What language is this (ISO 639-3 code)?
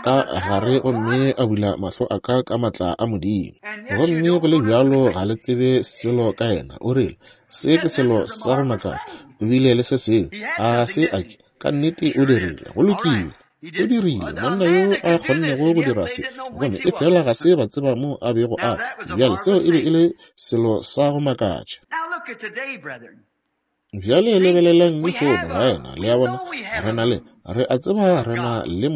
nso